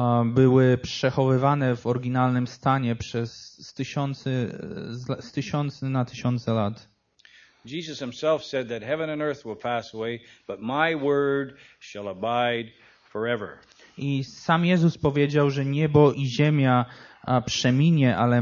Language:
Polish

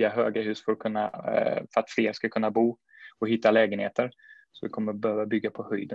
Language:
Swedish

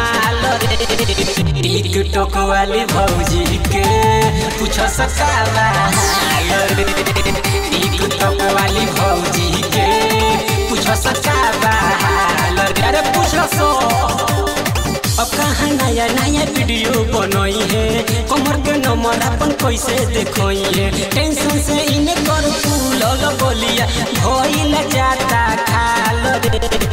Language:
Bhojpuri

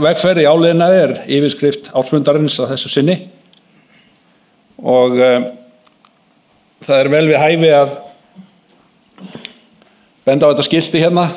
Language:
Icelandic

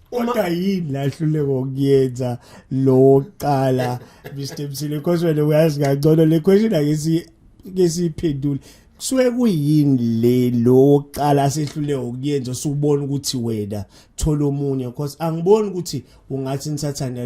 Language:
Zulu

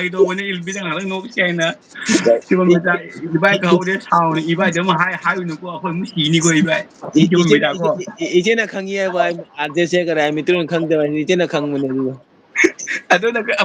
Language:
Manipuri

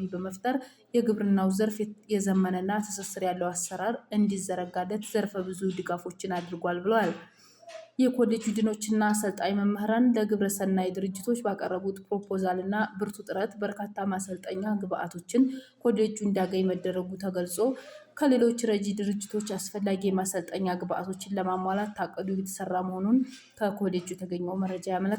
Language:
Amharic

